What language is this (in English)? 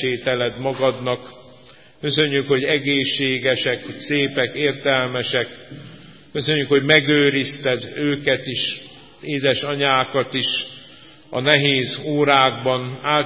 Hungarian